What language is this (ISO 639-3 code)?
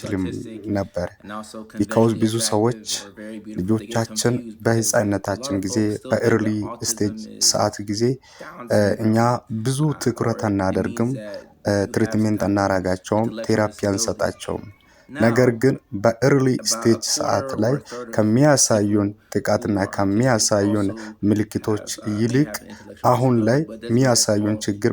amh